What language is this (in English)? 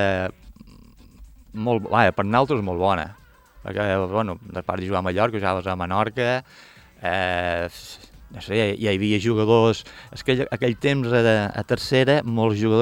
Catalan